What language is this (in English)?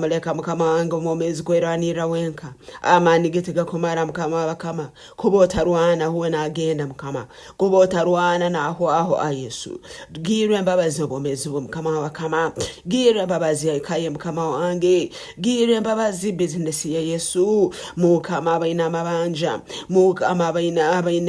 Nyankole